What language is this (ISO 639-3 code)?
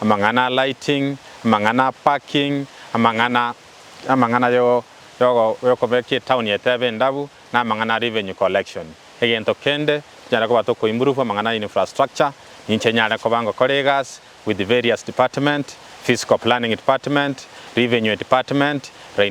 guz